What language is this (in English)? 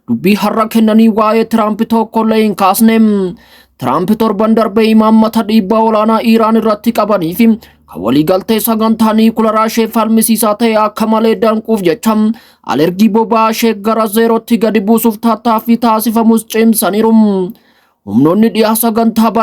Oromo